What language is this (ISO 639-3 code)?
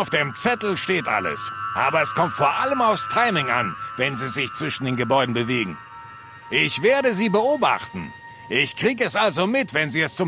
bar